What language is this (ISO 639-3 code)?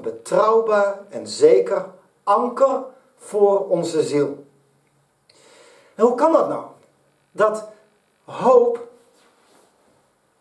nld